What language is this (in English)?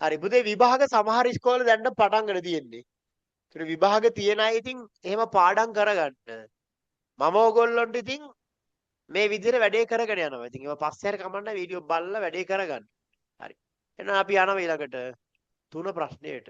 Sinhala